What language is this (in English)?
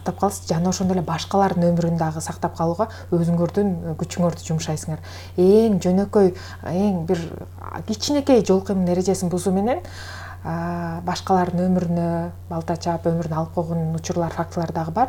Kyrgyz